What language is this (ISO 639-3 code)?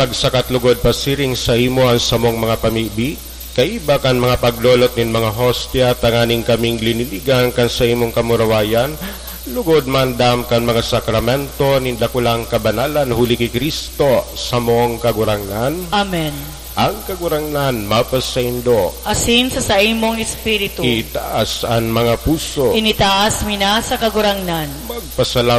bik